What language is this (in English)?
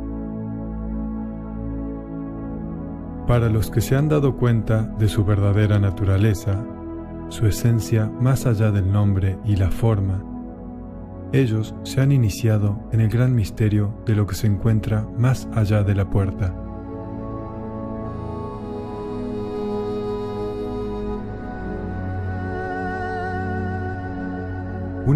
Spanish